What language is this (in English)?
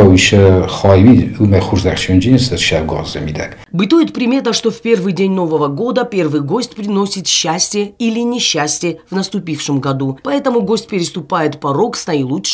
Ossetic